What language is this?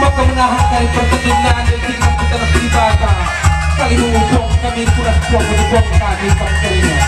Batak Karo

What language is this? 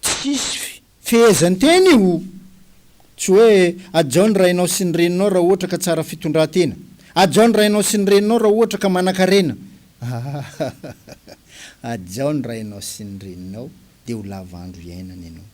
Malagasy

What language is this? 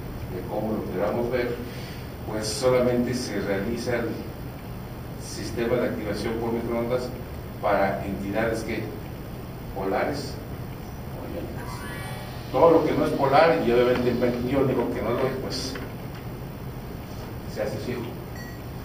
Spanish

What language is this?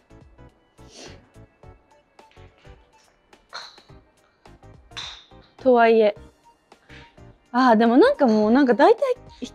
Japanese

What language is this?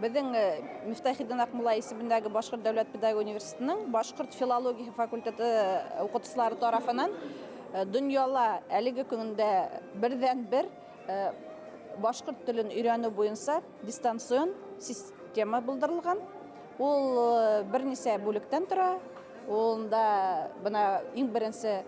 Bashkir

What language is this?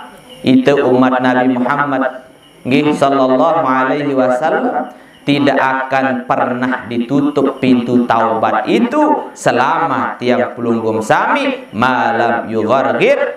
Sasak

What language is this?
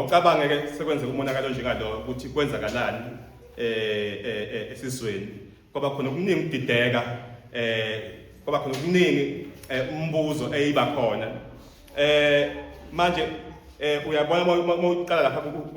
Zulu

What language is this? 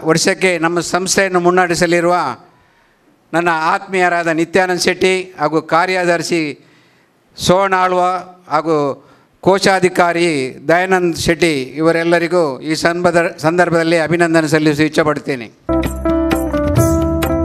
Kannada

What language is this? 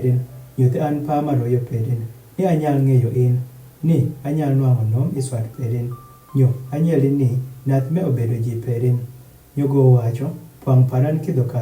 Adhola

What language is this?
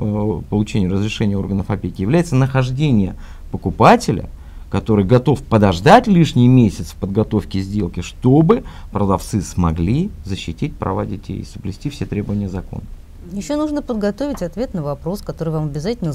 Russian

